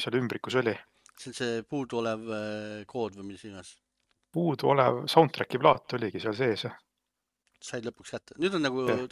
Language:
Estonian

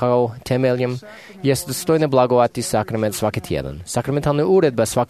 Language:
Croatian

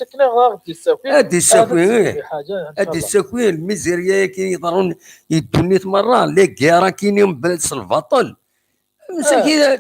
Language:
Kabyle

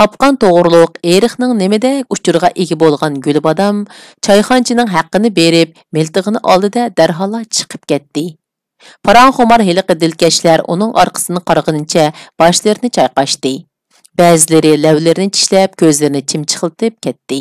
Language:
Uyghur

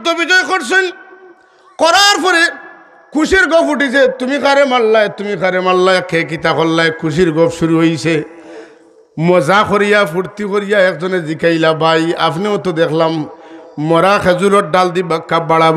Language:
Sylheti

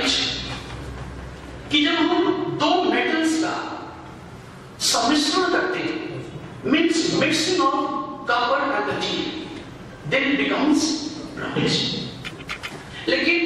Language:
Hindi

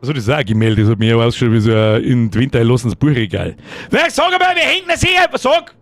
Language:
Bavarian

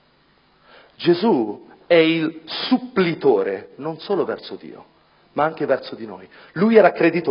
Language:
Italian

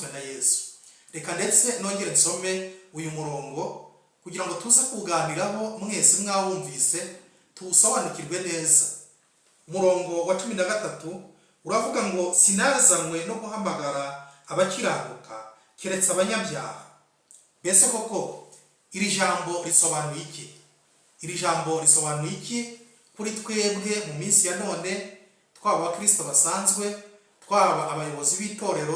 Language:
Kinyarwanda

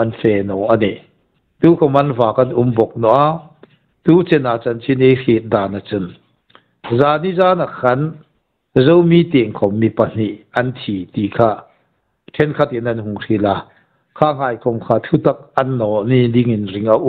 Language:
Hmar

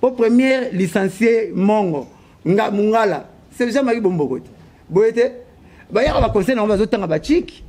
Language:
Lingala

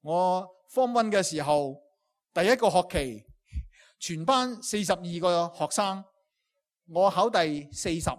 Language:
Cantonese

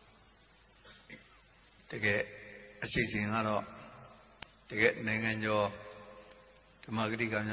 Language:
Burmese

